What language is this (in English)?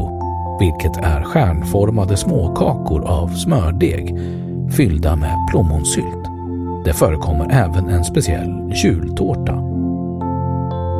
Swedish